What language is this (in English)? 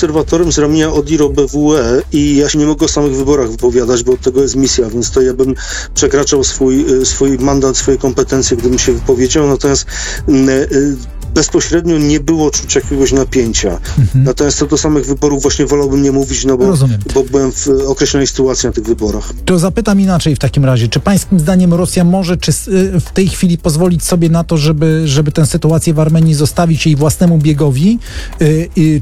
Polish